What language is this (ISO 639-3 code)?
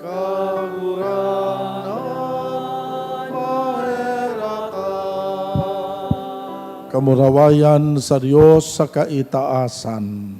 bik